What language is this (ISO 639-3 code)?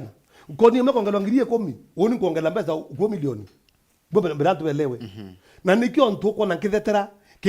mer